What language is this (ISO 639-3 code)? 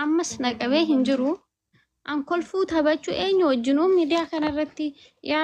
orm